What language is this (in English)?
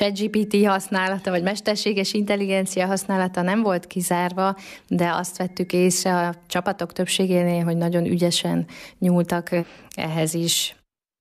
Hungarian